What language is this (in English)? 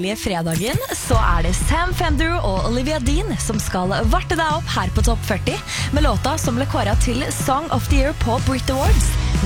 Norwegian